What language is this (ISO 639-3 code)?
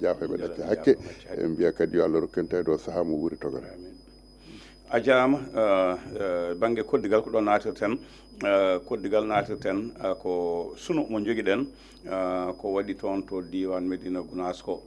ful